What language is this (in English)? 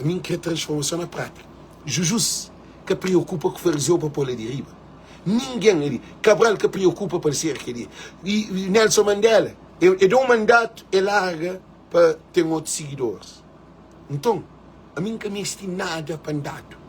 Kabuverdianu